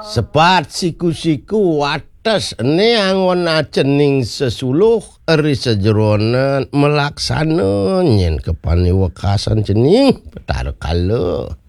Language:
Balinese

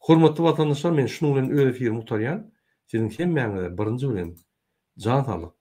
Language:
Turkmen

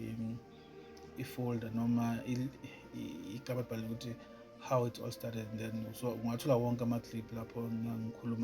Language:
Zulu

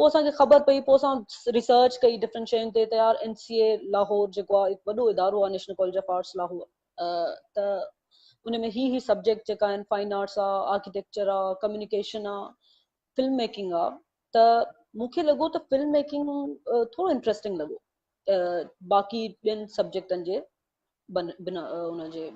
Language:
Sindhi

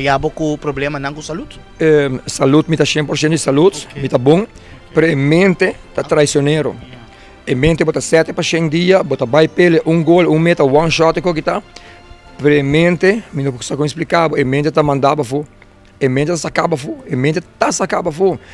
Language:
Papiamento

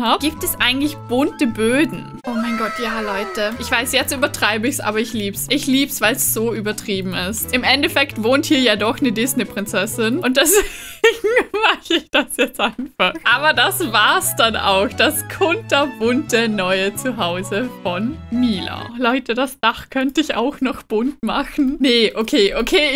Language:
German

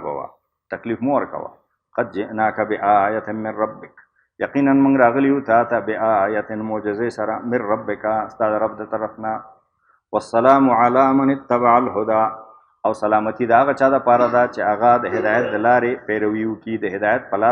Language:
Pashto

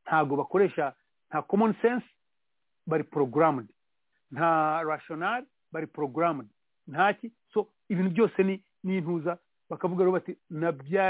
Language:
Kinyarwanda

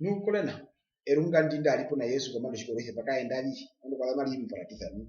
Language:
Herero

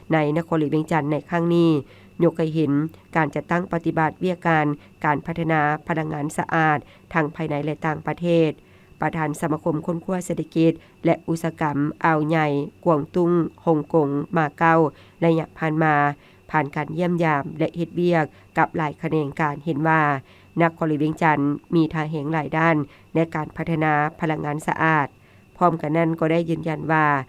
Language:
Lao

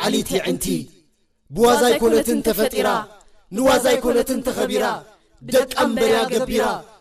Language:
Tigrinya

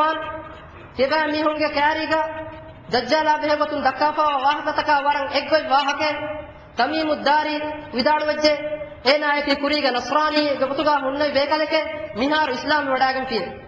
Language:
Divehi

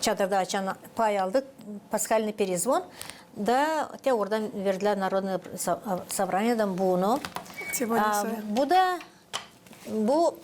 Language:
Gagauz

